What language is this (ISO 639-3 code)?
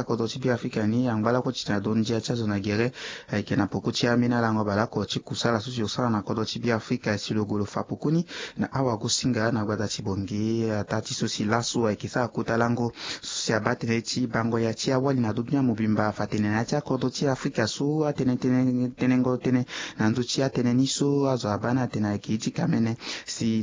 sag